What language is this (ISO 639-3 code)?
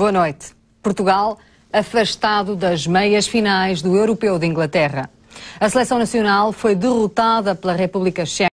por